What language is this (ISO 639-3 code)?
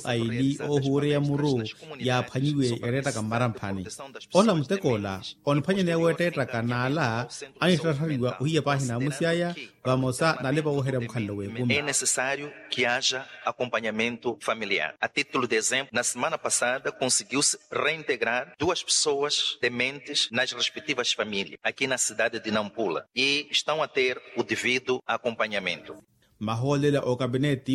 vmw